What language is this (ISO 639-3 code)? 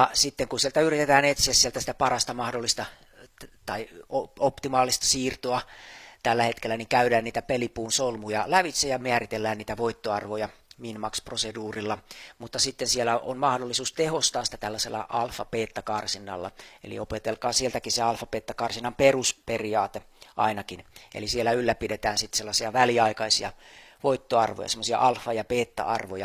fin